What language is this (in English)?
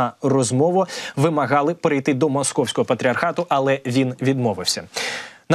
Ukrainian